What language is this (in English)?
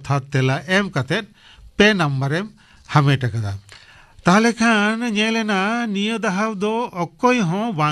Santali